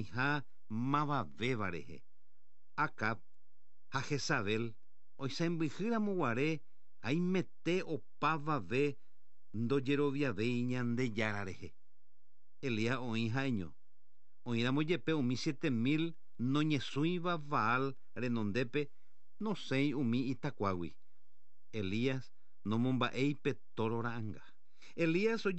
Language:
Guarani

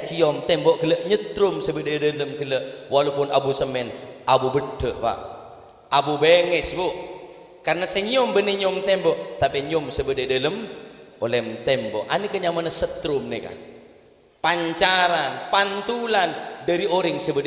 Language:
Madurese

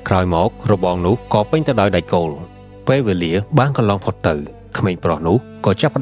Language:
Khmer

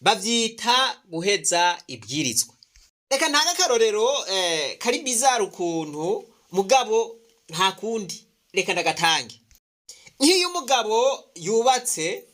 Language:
Rundi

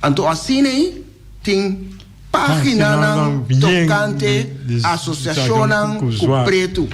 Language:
Papiamento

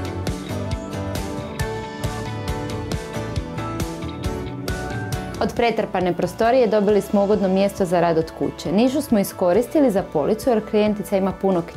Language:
Croatian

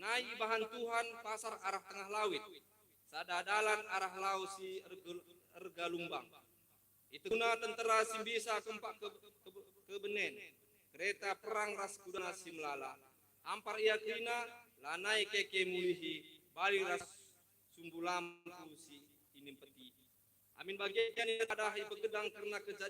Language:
Batak Karo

